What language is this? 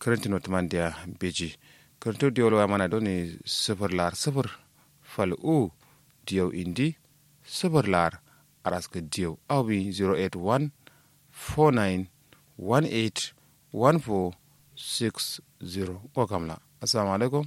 Kanuri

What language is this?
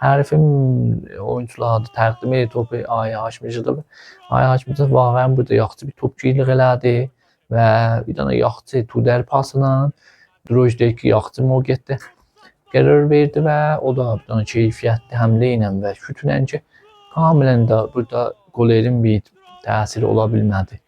Azerbaijani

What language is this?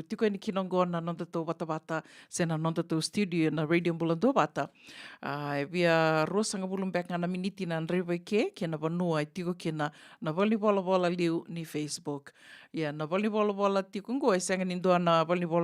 Fijian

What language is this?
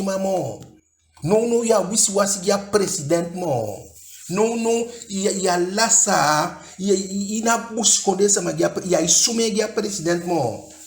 Eastern Maroon Creole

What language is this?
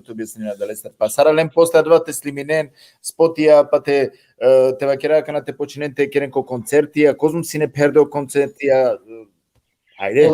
Balkan Romani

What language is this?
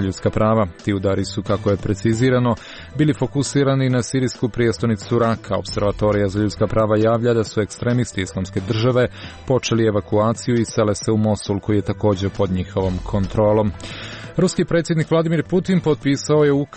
Serbian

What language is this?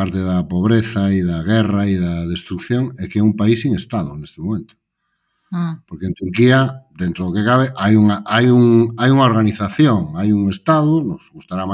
Galician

